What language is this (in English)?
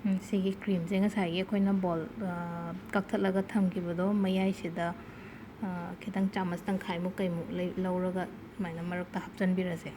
Manipuri